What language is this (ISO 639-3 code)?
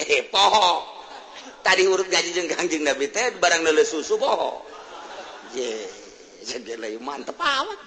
sun